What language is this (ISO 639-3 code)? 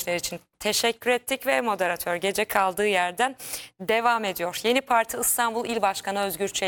tur